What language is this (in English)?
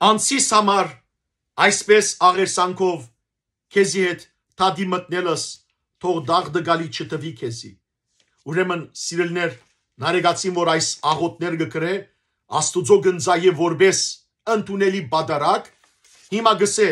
Western Armenian